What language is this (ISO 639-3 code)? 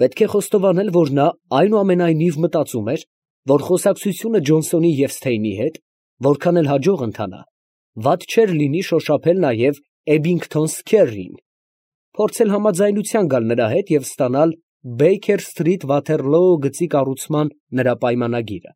hye